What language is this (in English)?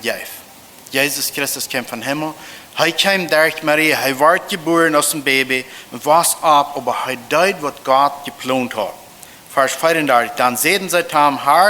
Plautdietsch